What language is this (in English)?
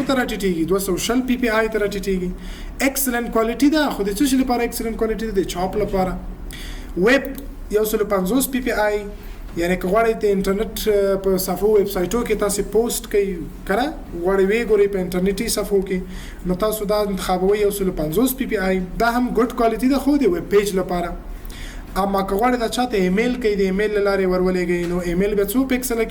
Pashto